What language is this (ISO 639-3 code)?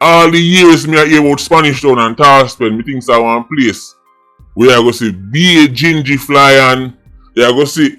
jam